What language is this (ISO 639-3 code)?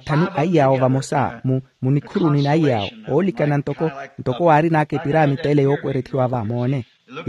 vmw